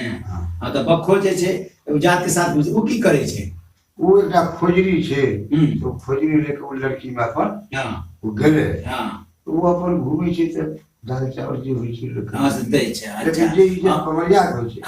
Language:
Maithili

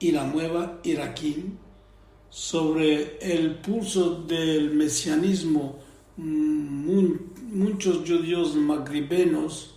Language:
Ladino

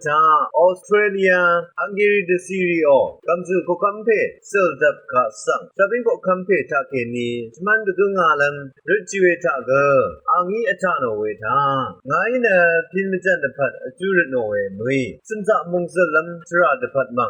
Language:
Rawang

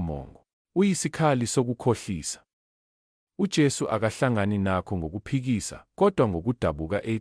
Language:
Zulu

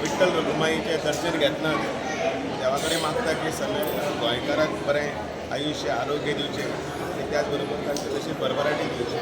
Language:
Konkani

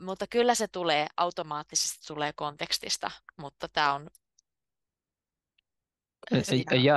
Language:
Finnish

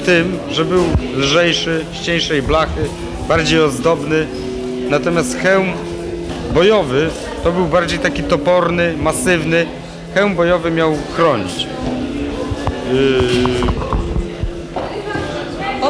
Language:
Polish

